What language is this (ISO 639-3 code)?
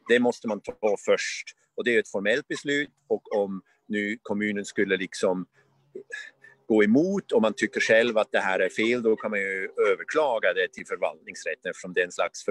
swe